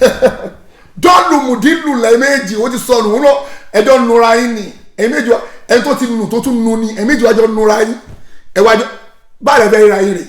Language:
Yoruba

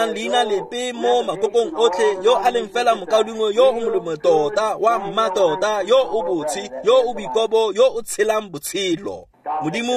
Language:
Tswana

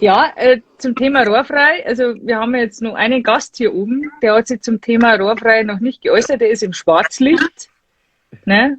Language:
Bavarian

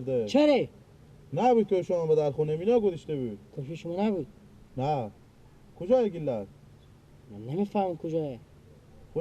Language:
Persian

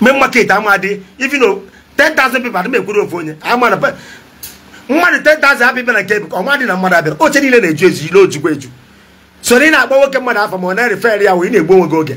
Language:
Igbo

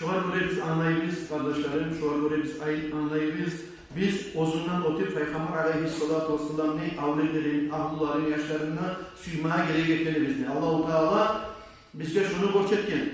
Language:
Kumyk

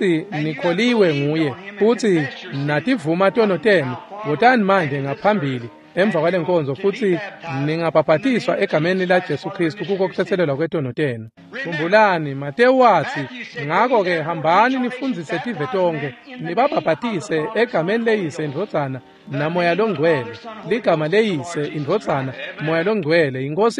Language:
Swati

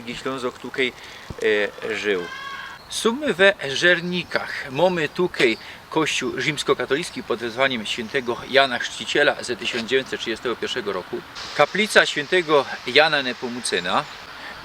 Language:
Silesian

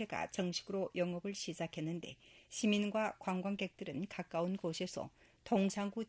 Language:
Korean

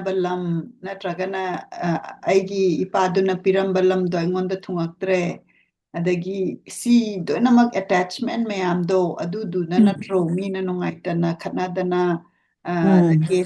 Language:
Manipuri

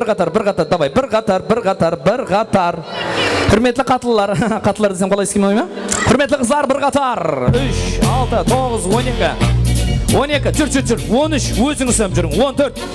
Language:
Kara-Kalpak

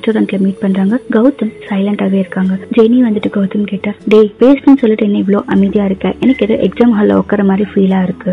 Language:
Tamil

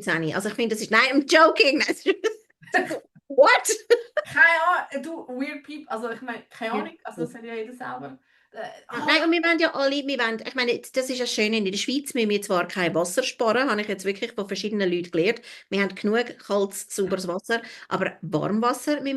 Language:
Swiss German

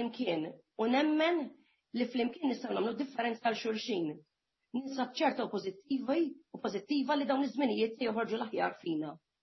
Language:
Maltese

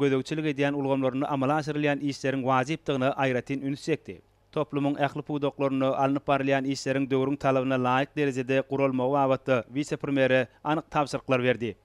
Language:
Turkmen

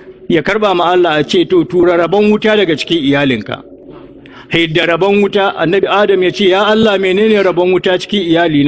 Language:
Hausa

